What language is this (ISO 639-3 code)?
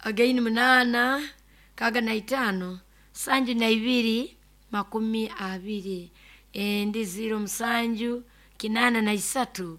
nyo